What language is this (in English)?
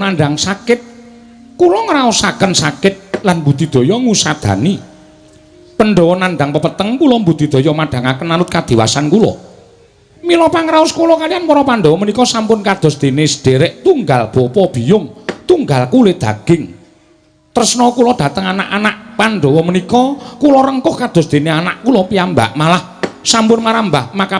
Javanese